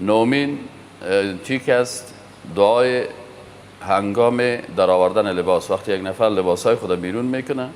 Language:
Persian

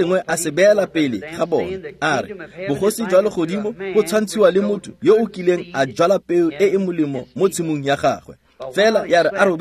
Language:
Tswana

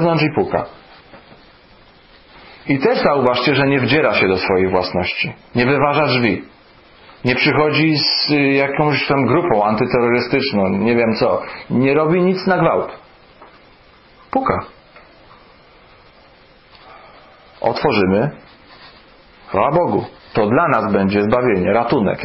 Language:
Polish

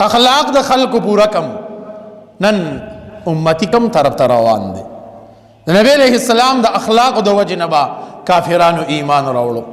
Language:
Pashto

